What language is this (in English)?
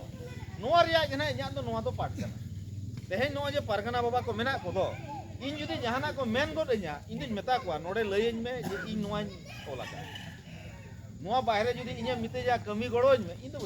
Santali